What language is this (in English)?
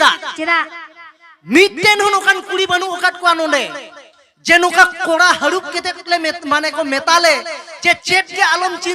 Santali